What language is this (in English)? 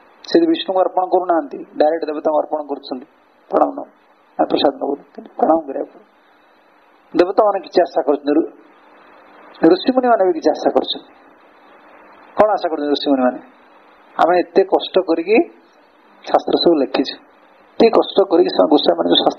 Odia